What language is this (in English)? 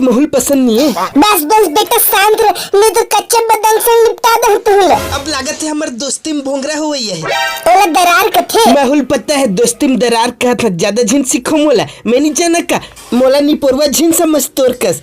Chhattisgarhi